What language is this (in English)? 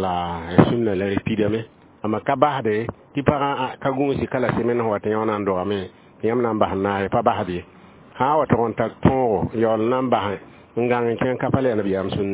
Mossi